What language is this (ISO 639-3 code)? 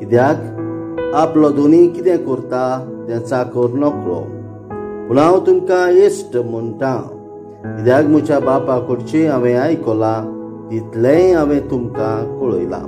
kok